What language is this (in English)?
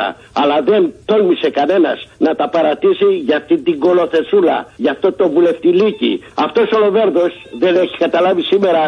Greek